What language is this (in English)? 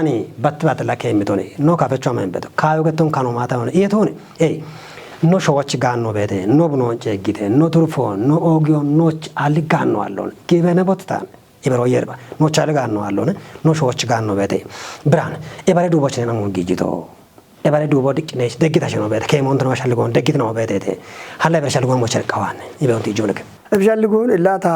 Kafa